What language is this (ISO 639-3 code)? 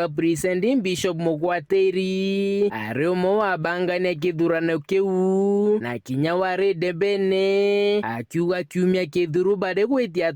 mer